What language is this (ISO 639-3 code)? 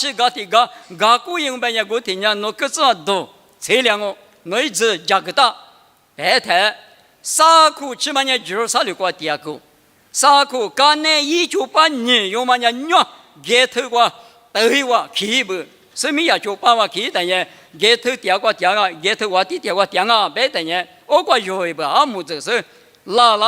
lis